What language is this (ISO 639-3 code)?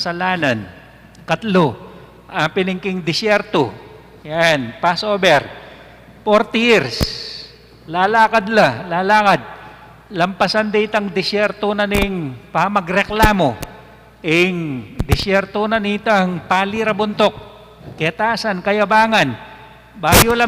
pam